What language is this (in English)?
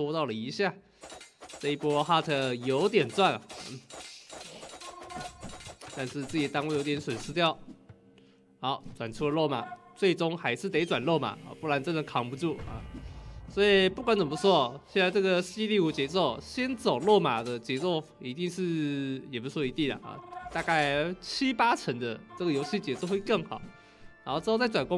Chinese